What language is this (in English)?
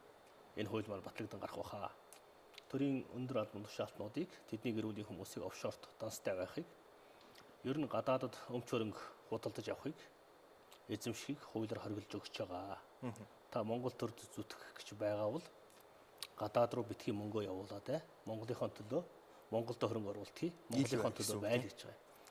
Mongolian